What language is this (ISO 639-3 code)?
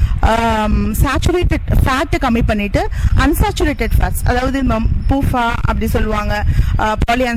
tam